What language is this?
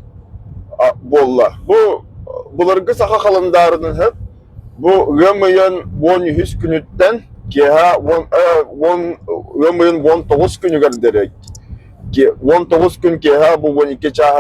Yakut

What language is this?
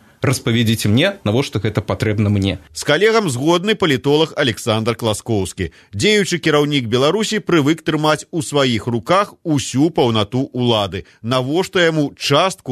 Belarusian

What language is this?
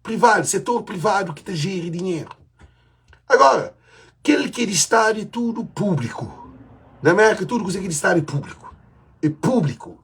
Kabuverdianu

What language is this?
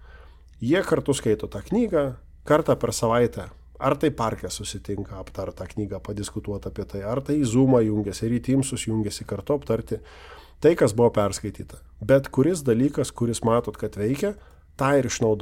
Lithuanian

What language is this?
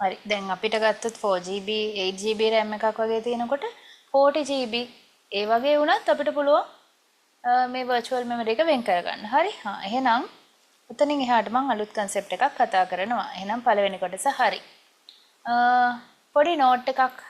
Sinhala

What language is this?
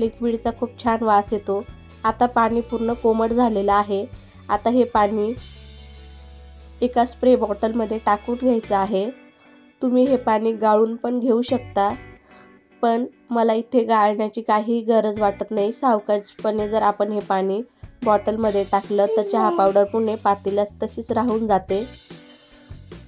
Marathi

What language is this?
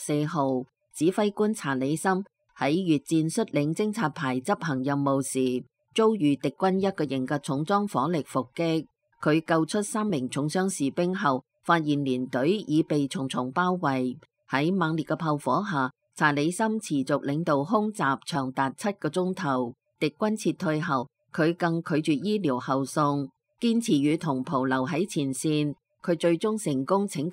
Cantonese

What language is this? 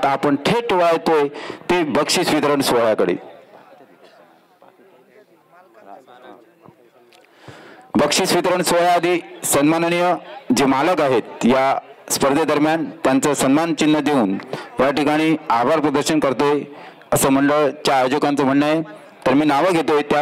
Marathi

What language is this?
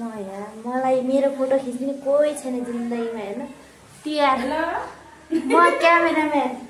Nepali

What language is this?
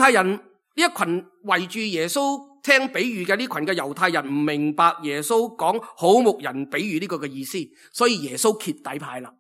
Cantonese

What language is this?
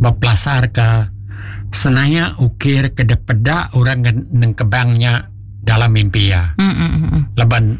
Iban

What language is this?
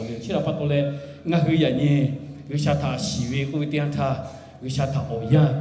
Lahu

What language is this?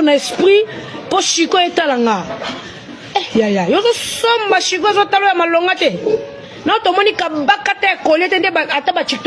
Lingala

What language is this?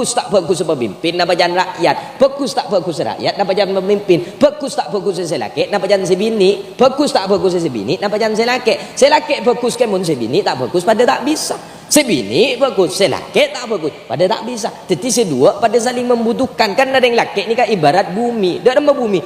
Madurese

